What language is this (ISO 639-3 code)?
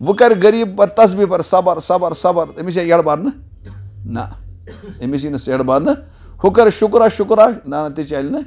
kas